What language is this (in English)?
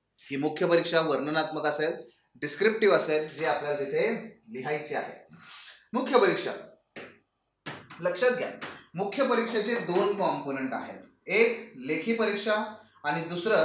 Marathi